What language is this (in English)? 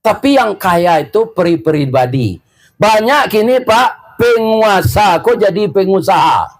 Minangkabau